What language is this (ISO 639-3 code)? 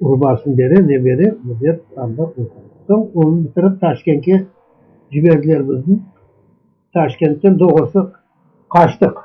crh